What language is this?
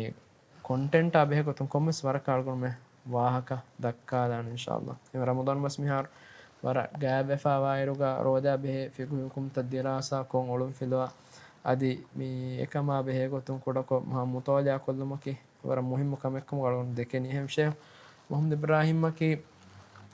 Divehi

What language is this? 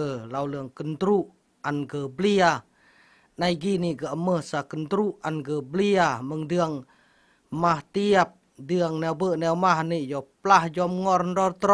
Khmu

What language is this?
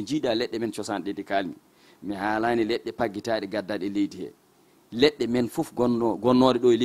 Fula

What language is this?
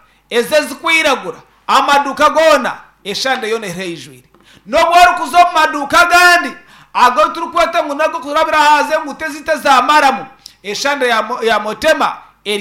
Nyankole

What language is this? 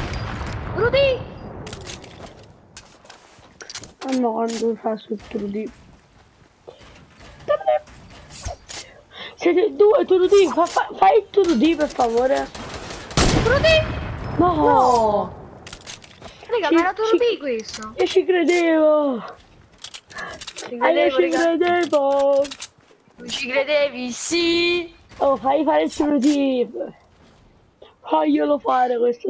Italian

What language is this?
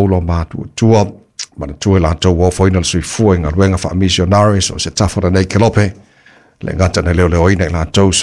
Samoan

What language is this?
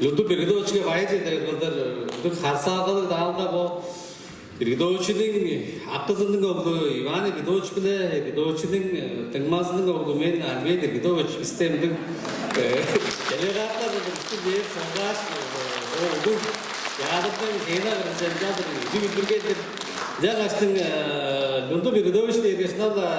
Tuvinian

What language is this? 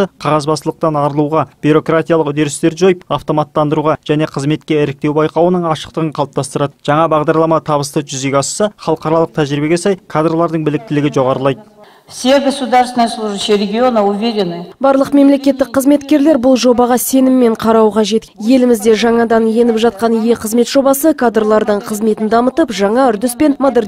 Kazakh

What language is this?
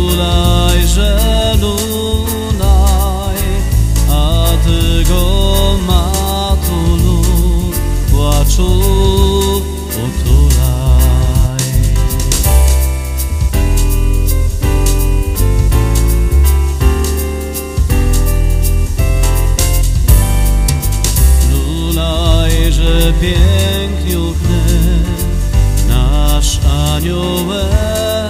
Polish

